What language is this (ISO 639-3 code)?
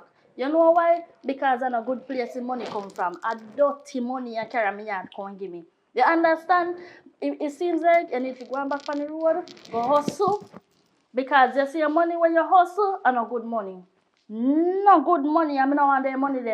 jam